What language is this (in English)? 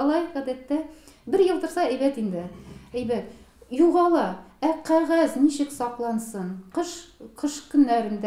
Tatar